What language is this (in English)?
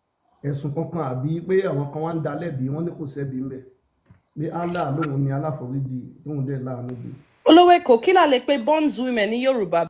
Yoruba